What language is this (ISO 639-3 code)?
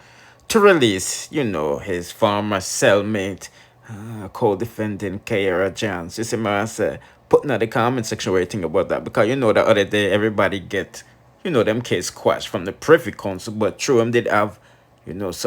jam